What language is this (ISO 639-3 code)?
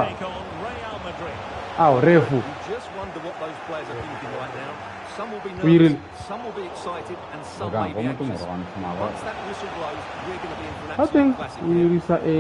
tsn